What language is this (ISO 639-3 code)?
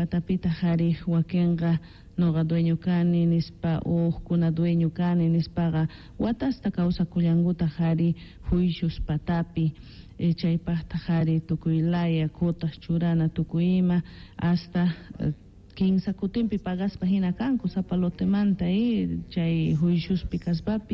que